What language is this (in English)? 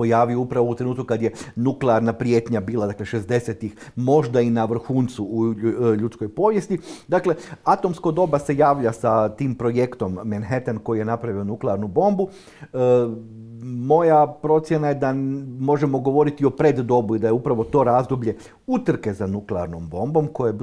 Croatian